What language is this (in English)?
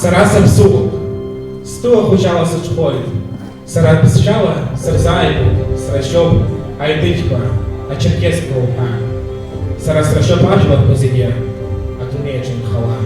Abkhazian